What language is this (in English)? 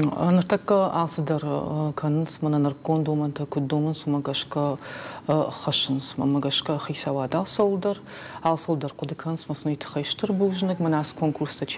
Ossetic